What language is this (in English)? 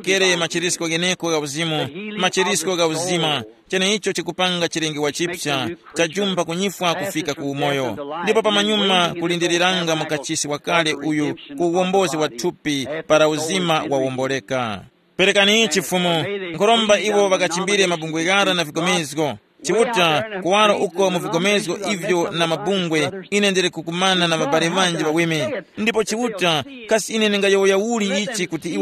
Tumbuka